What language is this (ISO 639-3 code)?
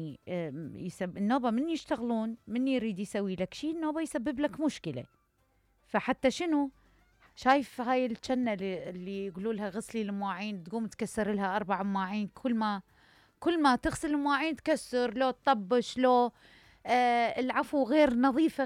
acm